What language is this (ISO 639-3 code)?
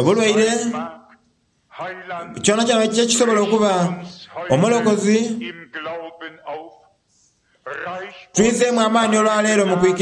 xog